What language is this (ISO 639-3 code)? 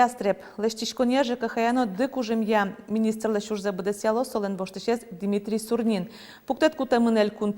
udm